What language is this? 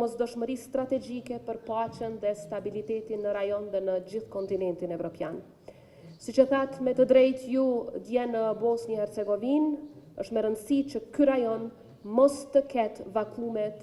Albanian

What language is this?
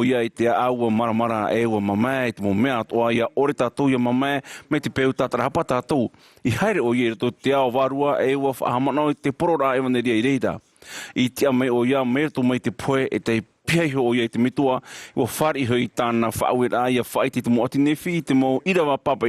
Tahitian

